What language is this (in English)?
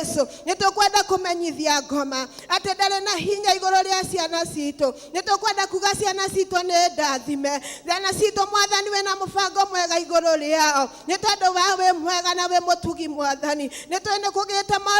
Kikuyu